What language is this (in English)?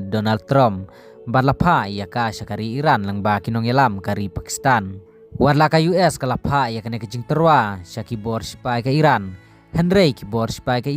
Khasi